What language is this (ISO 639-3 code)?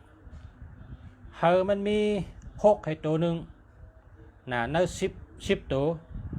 shn